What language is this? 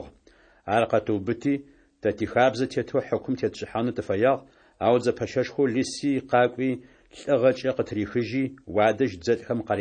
Kabardian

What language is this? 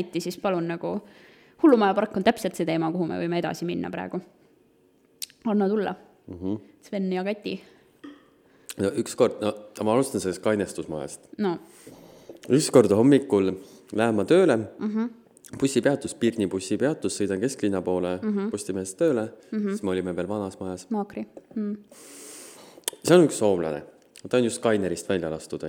Estonian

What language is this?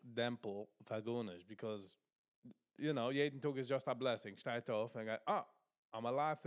Yiddish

